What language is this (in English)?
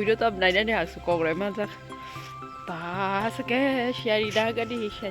Kok Borok